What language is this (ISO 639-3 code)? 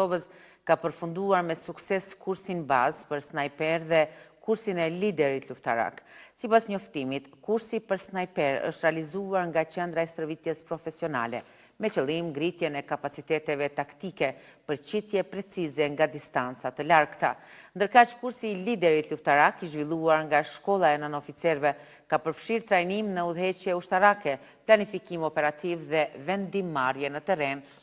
sqi